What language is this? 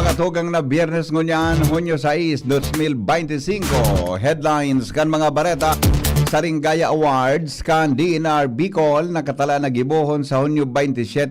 Bikol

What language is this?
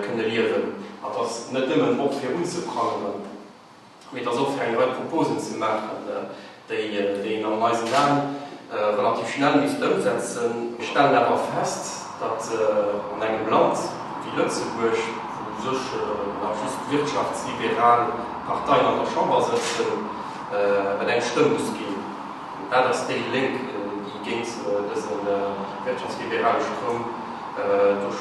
Luxembourgish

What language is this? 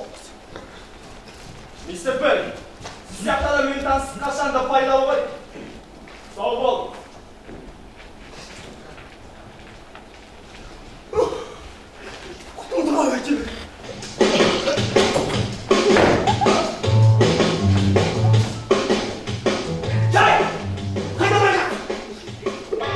Kazakh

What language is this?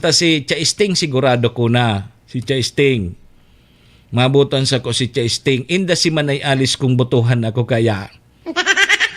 Bikol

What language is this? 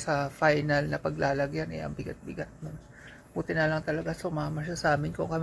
Filipino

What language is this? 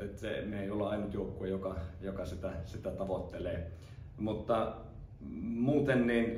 Finnish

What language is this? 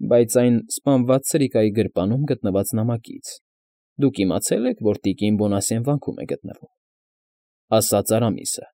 Armenian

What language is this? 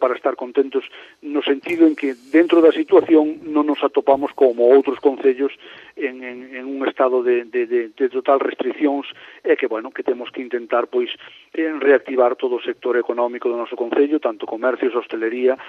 Galician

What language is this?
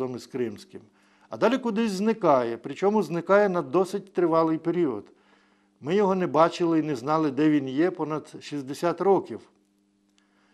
Ukrainian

